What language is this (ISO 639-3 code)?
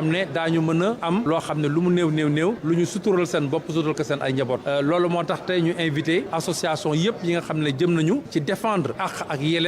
wol